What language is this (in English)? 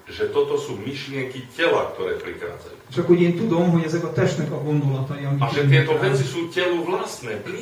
Slovak